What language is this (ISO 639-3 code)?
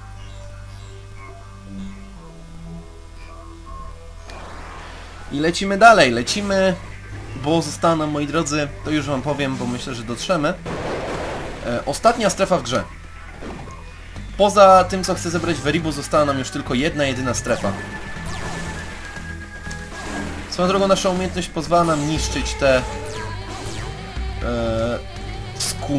pol